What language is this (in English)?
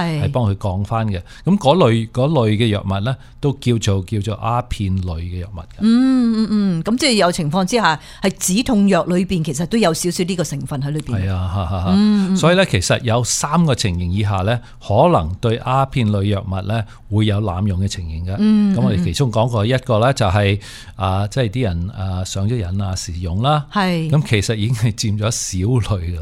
Cantonese